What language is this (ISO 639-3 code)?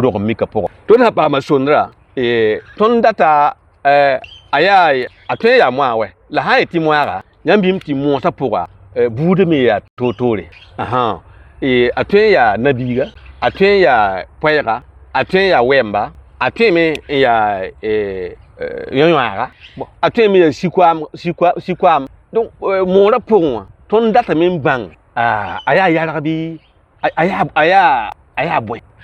mos